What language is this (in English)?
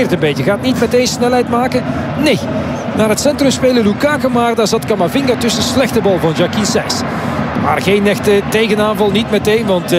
Dutch